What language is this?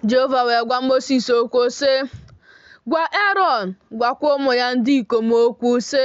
Igbo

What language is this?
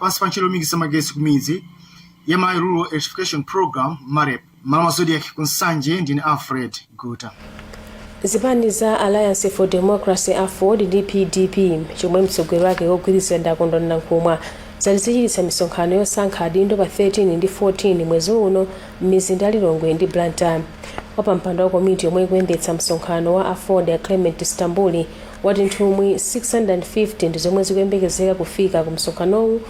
Nyanja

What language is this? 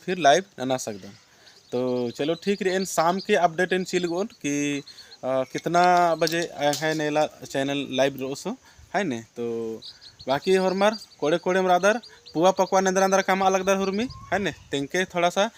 Kurukh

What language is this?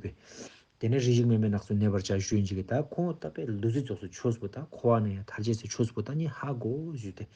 Ladakhi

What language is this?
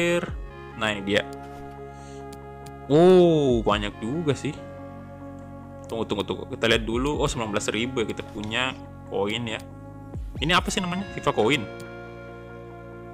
Indonesian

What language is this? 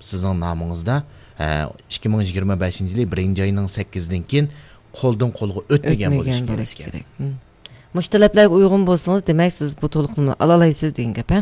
Uyghur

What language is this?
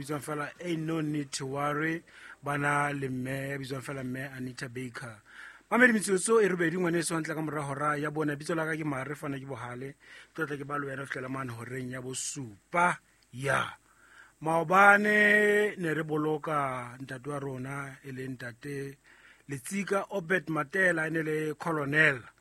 Southern Sotho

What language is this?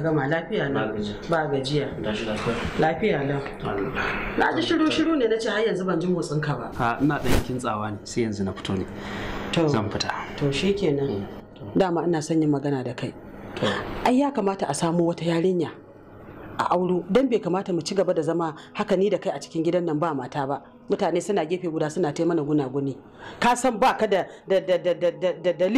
Hausa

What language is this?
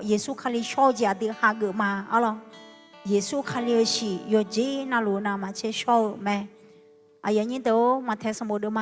Akha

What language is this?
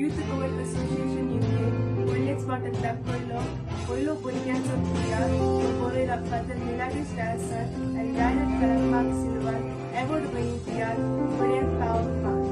Konkani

